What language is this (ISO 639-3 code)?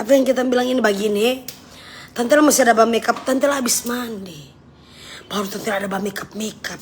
xmm